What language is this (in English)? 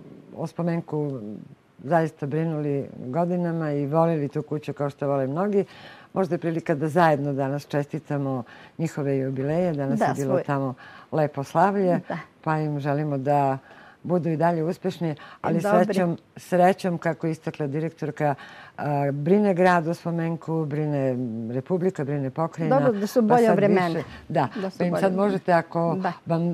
Serbian